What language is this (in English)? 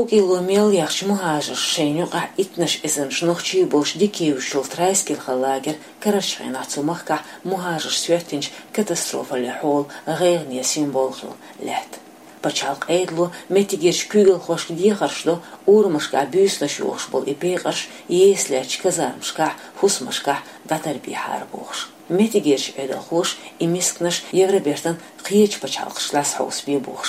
Chechen